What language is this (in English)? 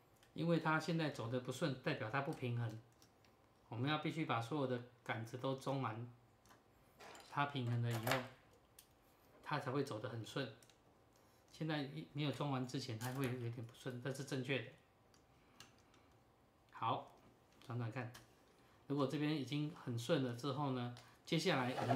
Chinese